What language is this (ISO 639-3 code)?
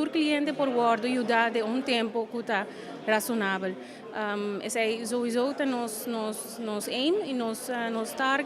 pap